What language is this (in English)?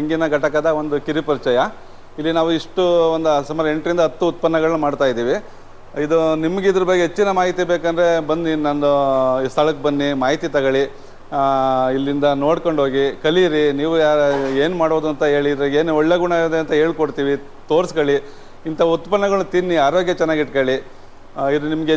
Kannada